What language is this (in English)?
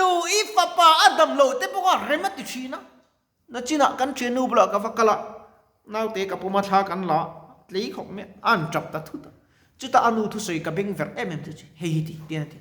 Mizo